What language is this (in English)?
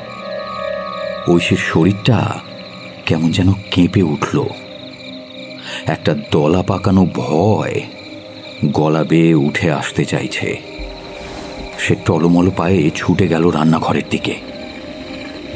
Bangla